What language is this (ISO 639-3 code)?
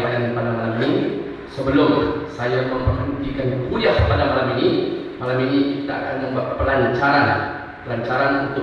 msa